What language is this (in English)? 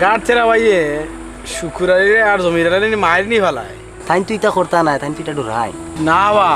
Sylheti